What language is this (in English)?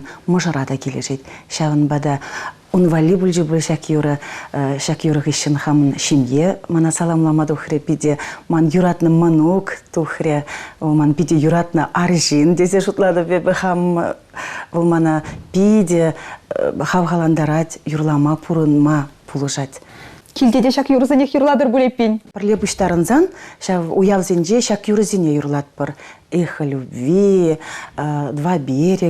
Chuvash